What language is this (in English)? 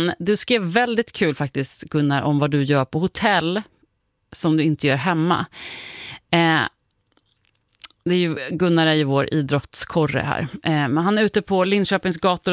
Swedish